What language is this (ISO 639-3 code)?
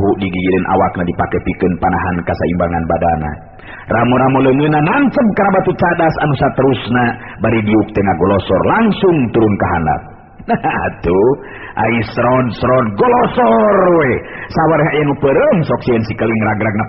sun